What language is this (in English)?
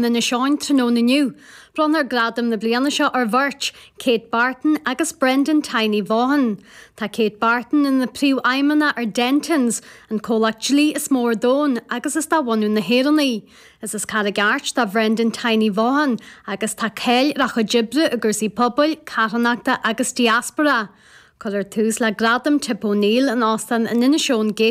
Irish